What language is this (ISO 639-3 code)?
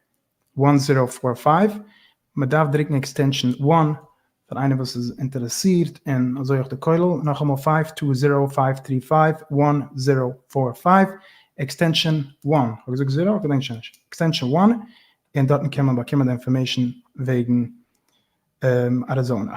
yid